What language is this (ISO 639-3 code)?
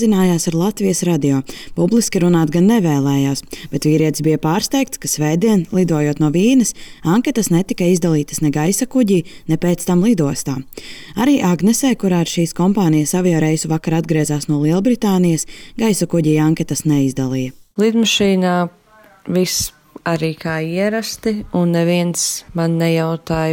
lav